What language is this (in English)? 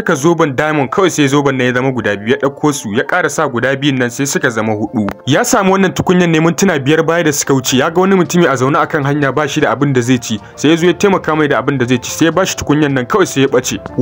Hausa